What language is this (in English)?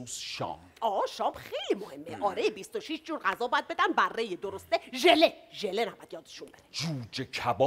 Persian